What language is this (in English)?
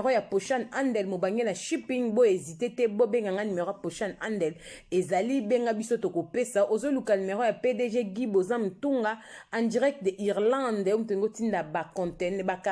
Lingala